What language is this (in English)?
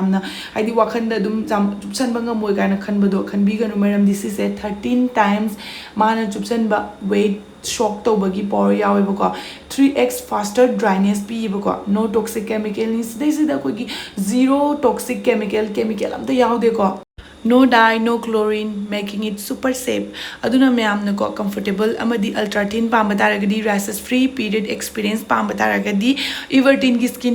Manipuri